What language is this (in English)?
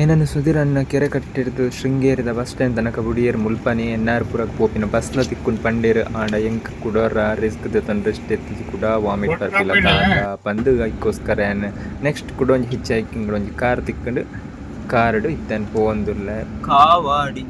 Tulu